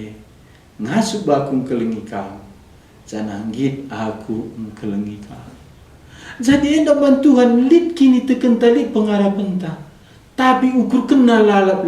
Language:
Batak Karo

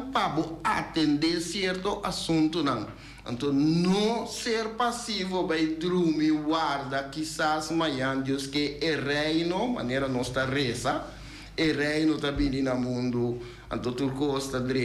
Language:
Papiamento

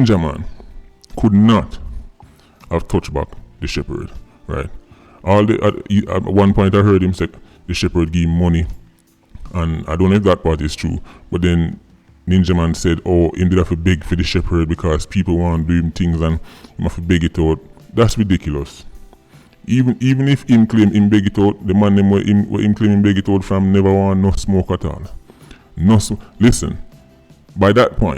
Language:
Jamaican Creole English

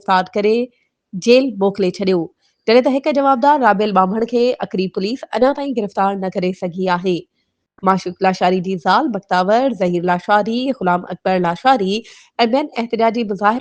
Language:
Sindhi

